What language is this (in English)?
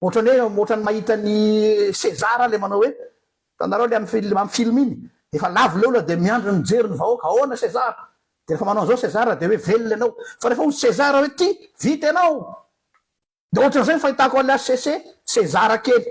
Malagasy